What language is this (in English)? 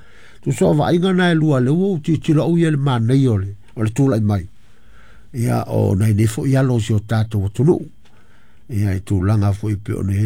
Samoan